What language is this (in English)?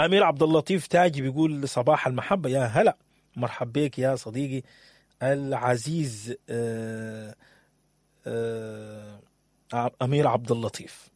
Sudanese Arabic